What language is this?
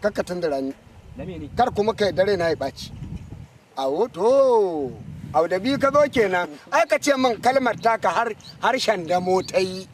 Hausa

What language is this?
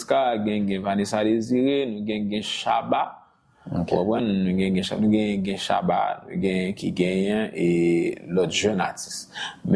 Haitian Creole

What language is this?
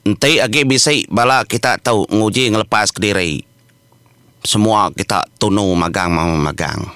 Iban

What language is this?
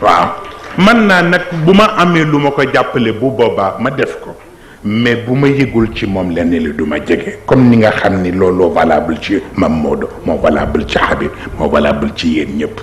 Wolof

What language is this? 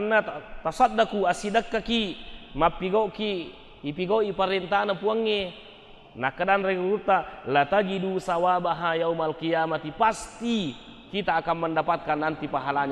Buginese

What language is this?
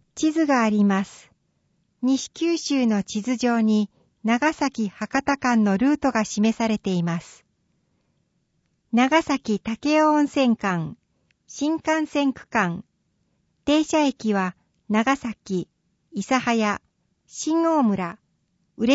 Japanese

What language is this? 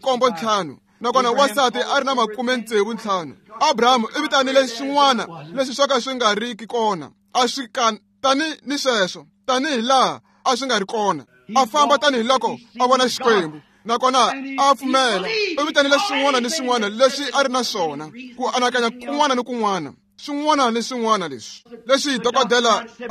Tsonga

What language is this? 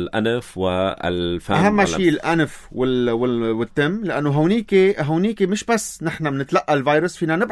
North Levantine Arabic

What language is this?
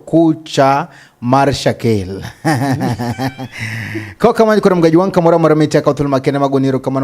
Luo (Kenya and Tanzania)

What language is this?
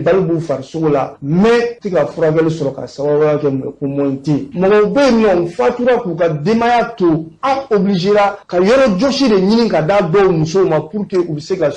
Bambara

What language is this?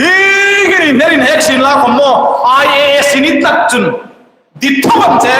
Hmar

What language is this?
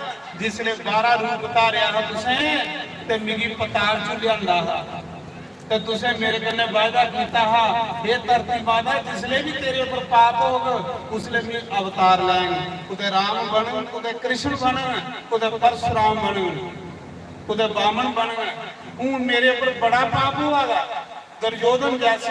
Dogri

